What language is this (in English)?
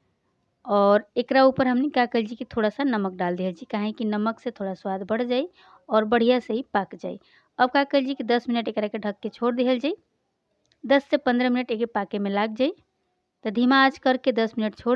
Bhojpuri